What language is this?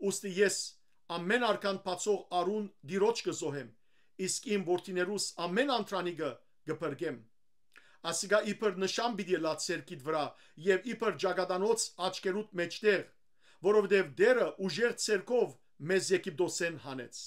Western Armenian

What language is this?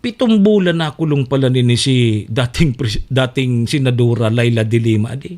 Bikol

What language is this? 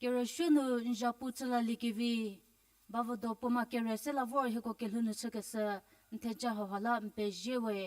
Angami Naga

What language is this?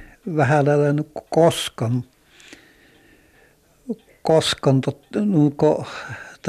Finnish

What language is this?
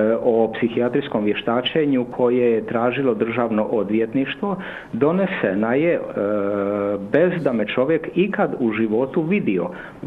Croatian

